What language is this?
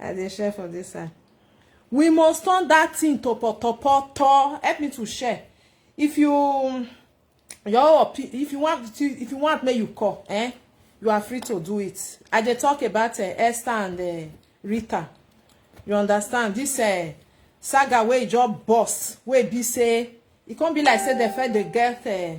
Nigerian Pidgin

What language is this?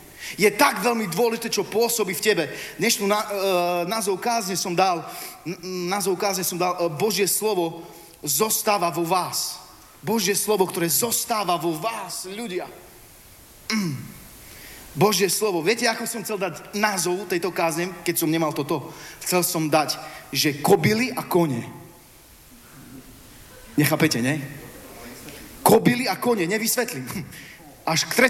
Slovak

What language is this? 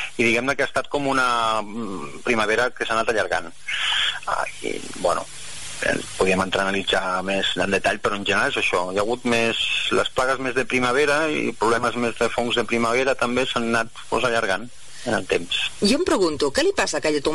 Catalan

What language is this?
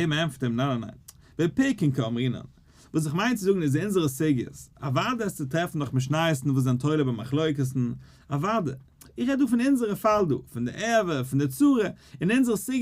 Yiddish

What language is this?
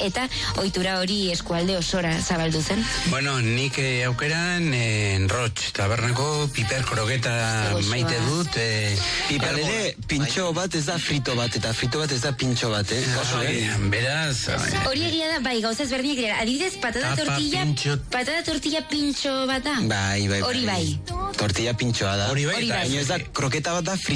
Basque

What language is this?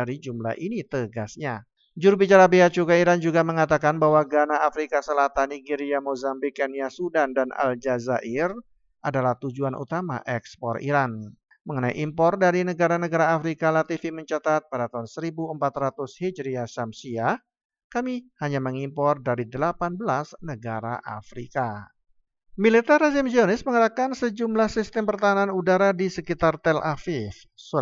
Indonesian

